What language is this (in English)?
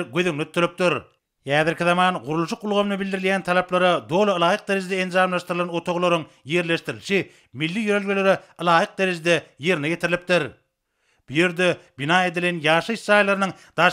Turkmen